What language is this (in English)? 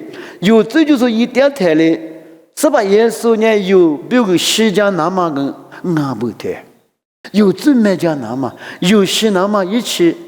Lisu